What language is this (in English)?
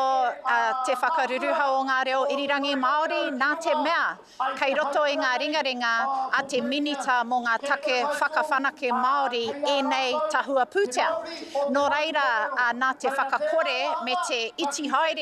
Māori